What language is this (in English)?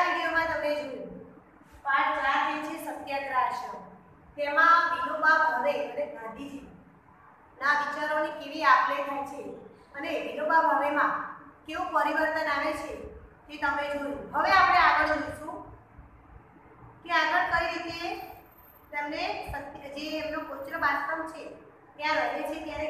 Gujarati